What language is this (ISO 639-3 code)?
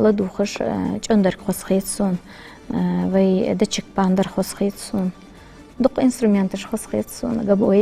inh